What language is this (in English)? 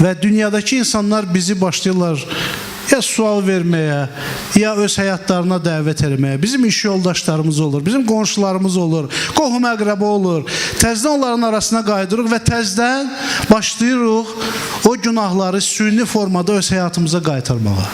Azerbaijani